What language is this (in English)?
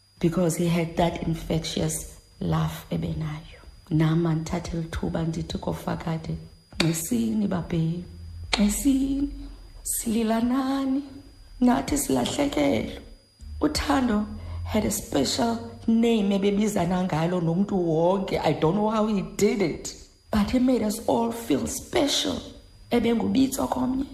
Xhosa